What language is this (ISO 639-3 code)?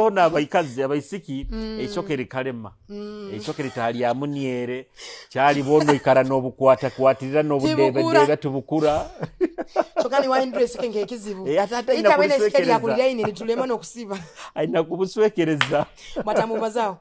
nyo